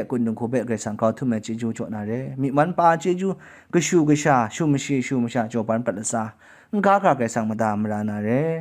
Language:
Kachin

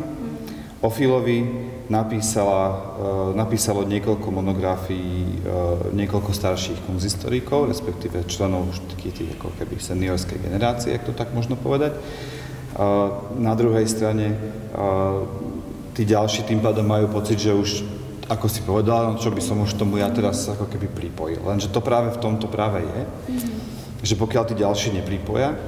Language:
Slovak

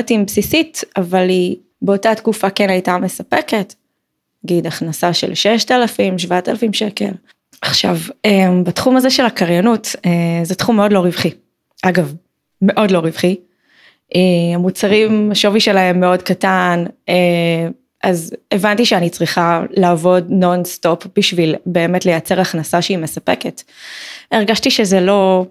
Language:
Hebrew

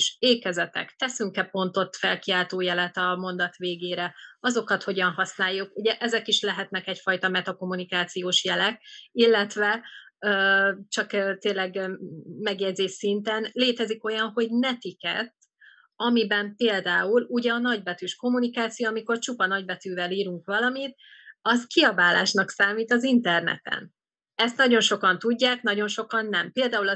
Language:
Hungarian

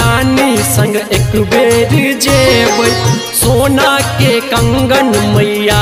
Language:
Bhojpuri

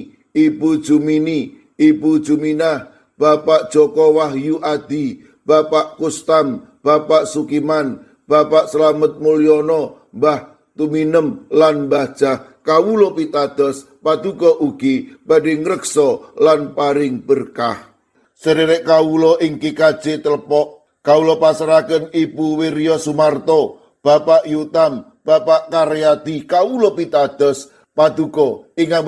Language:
Javanese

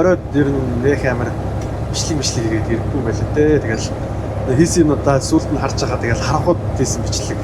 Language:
Mongolian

